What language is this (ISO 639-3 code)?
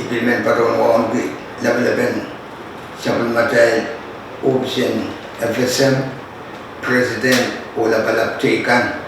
pon